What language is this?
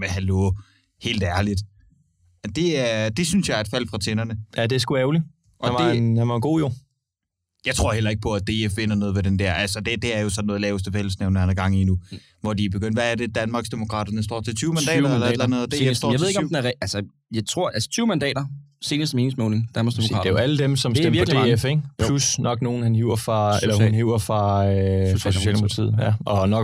Danish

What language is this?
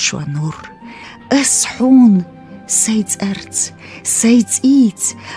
Chechen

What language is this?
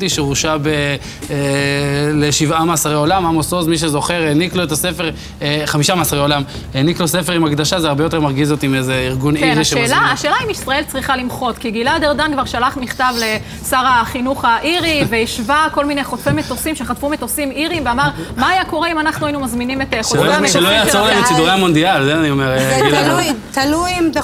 Hebrew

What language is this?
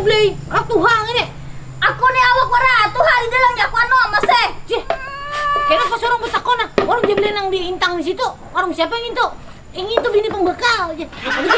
Banjar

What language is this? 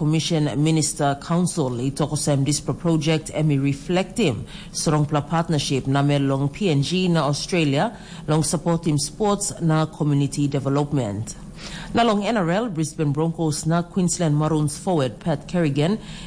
Tok Pisin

